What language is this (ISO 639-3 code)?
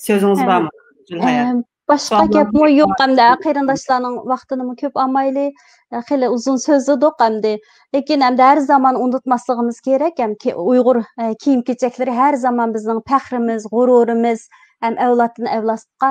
uig